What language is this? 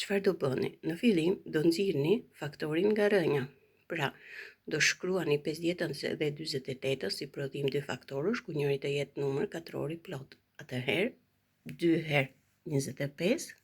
Albanian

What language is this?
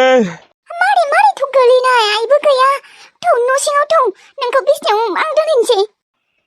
Bodo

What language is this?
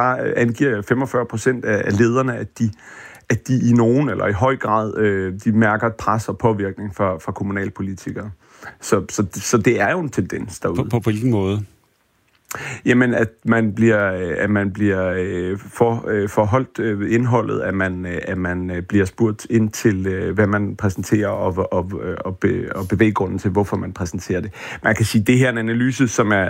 Danish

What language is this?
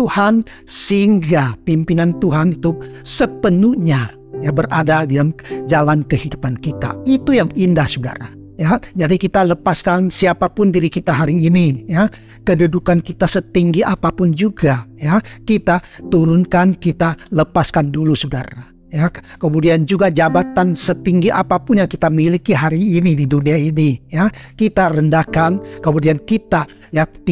Indonesian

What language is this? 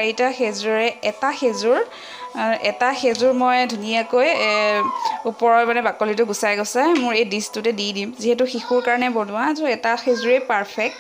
Assamese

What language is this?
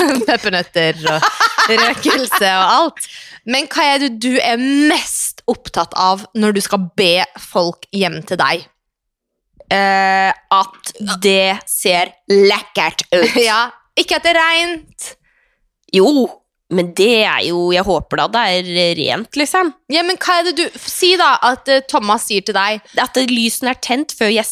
Norwegian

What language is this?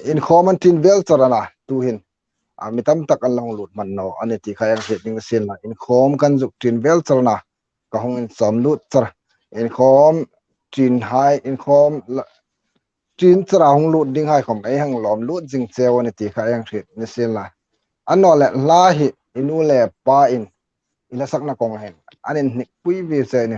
Hmar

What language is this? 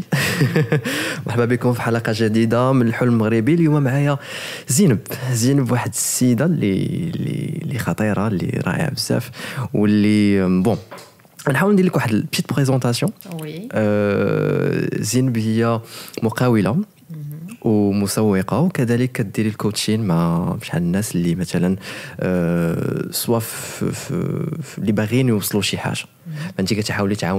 Moroccan Arabic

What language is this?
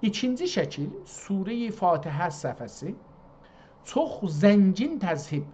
South Azerbaijani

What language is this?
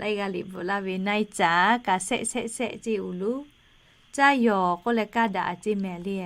Lahu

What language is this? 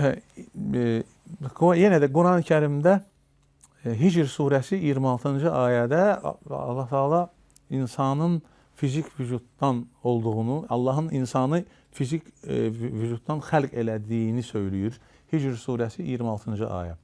Azerbaijani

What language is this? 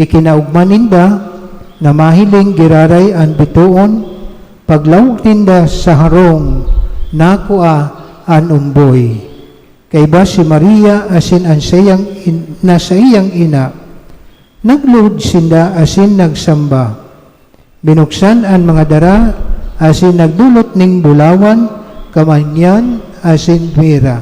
Bikol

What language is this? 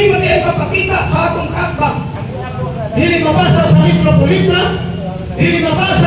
Cebuano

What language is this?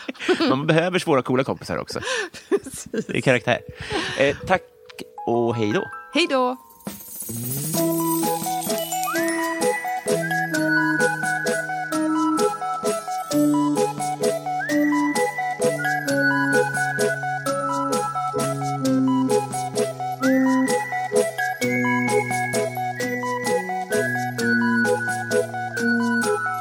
Swedish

